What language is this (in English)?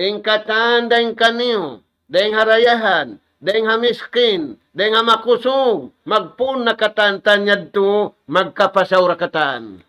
Tausug